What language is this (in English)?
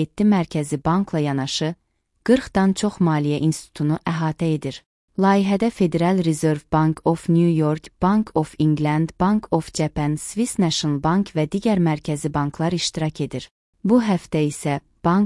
Azerbaijani